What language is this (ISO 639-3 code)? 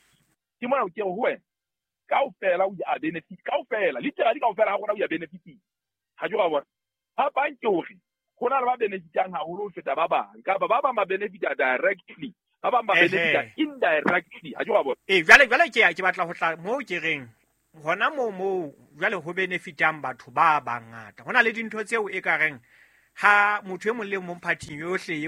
sot